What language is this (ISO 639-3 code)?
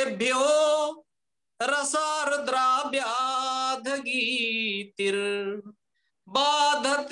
san